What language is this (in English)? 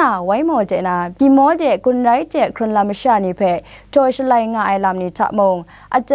Kachin